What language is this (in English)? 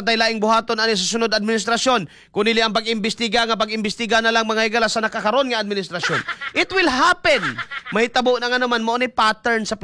Cebuano